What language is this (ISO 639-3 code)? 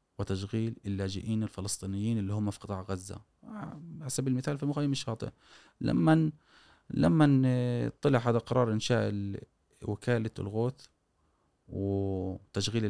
afb